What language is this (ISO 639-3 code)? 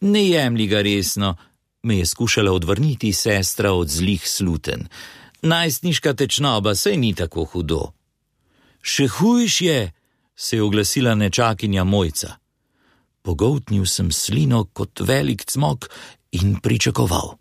slv